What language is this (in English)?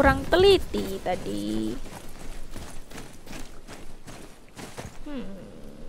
Indonesian